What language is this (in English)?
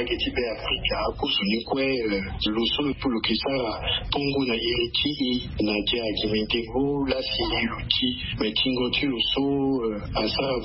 Sango